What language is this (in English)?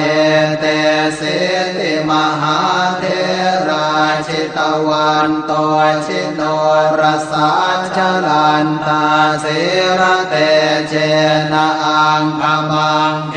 Pali